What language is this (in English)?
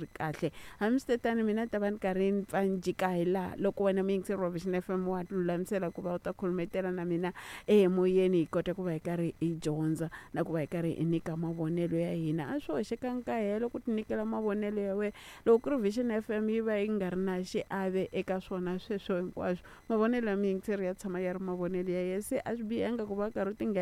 Tsonga